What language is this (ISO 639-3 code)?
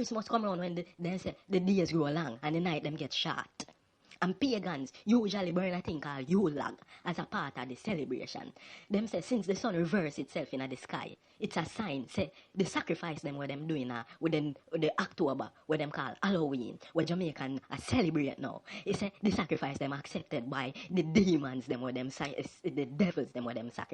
jam